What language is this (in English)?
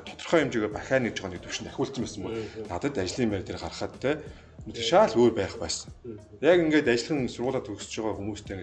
Mongolian